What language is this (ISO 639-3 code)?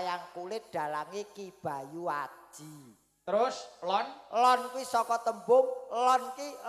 jav